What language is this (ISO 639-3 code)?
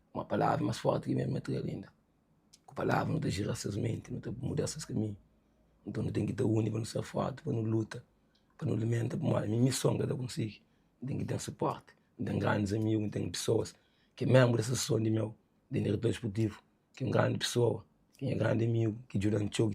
kea